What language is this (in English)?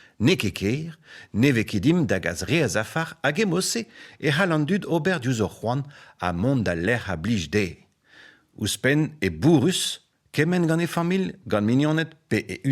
Breton